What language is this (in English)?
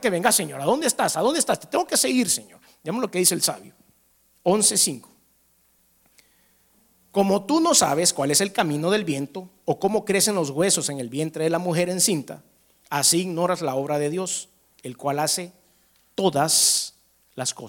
Spanish